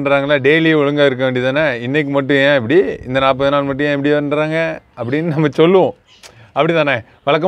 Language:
Tamil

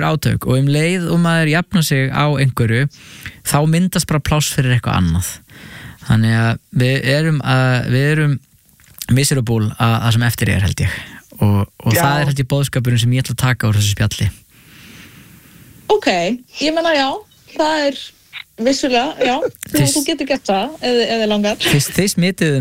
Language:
Icelandic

